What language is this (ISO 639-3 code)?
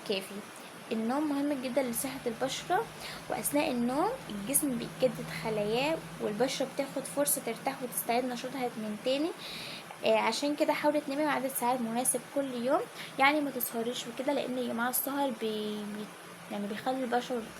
arz